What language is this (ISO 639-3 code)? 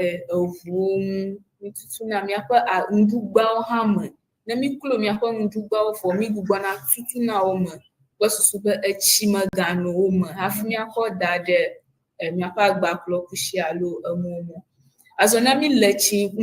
ewe